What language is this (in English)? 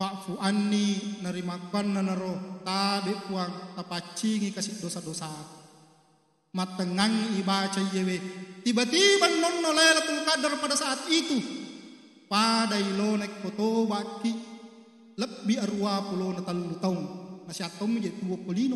Buginese